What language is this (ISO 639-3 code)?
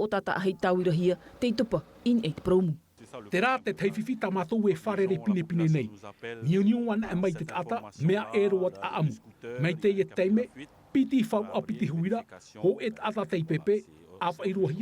tah